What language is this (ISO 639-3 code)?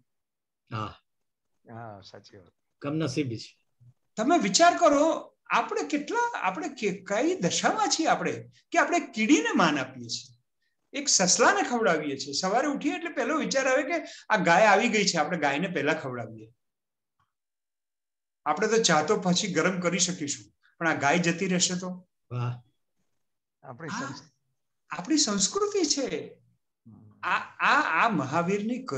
guj